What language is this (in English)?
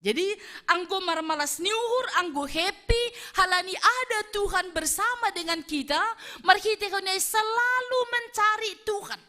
Batak Simalungun